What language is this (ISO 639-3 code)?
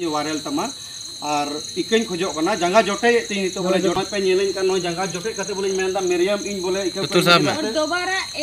sat